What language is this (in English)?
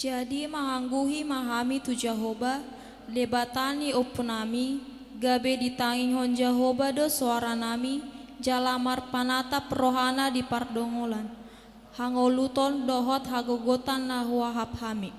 Batak Toba